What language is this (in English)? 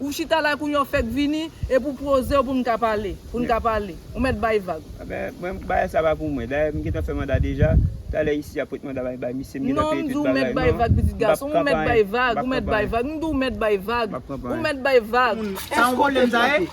Haitian Creole